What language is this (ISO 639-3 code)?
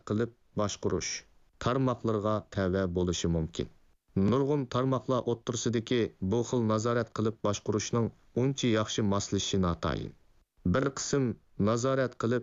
uig